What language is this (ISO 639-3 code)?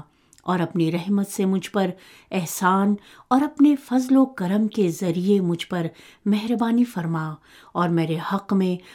urd